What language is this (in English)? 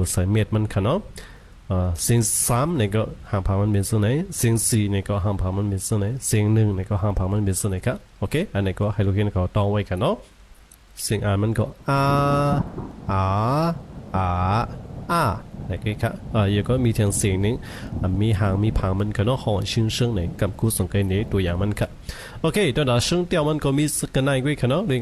Shan